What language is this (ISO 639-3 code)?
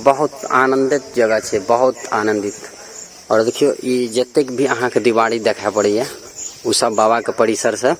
mai